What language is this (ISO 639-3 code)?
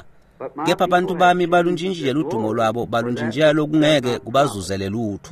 ssw